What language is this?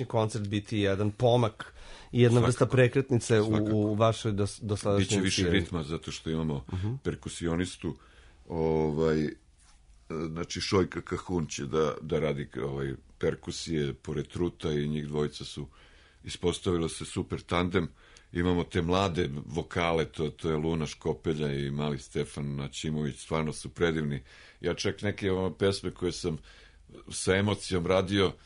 Serbian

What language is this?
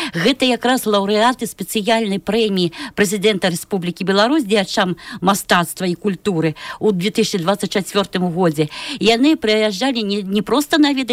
Belarusian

